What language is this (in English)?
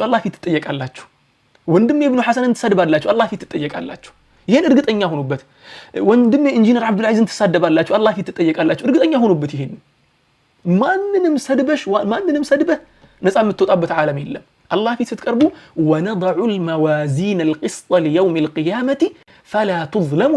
Amharic